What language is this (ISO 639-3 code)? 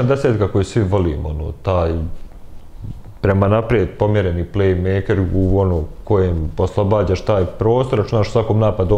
bos